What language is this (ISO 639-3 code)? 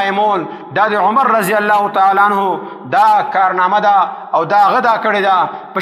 pus